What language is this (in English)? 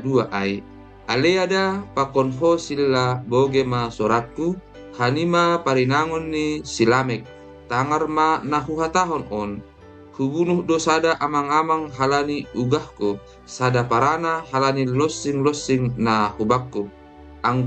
Batak Simalungun